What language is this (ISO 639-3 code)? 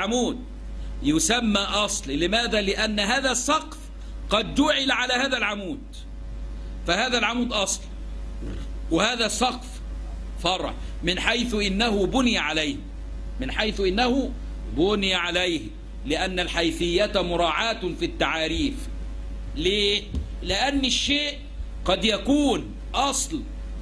ara